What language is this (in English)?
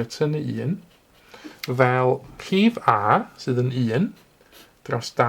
Welsh